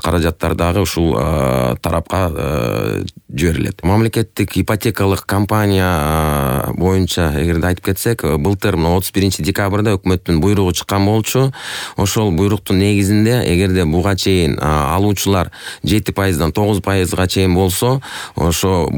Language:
Kyrgyz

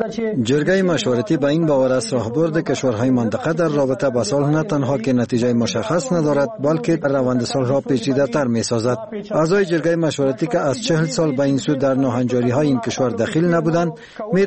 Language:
Persian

